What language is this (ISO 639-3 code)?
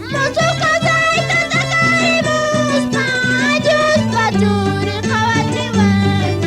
que